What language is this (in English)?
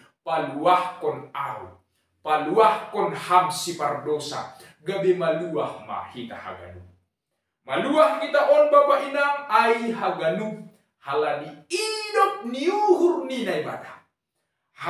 Batak Simalungun